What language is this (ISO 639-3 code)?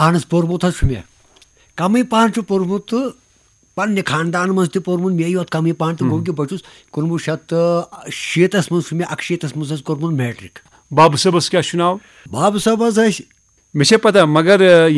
kas